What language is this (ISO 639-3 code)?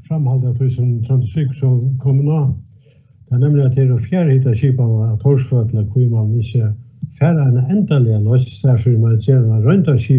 fao